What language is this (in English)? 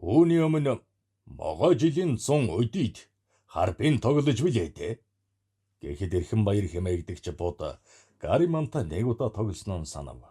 Mongolian